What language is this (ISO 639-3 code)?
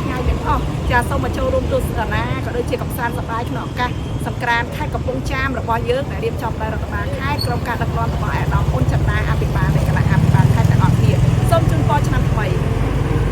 khm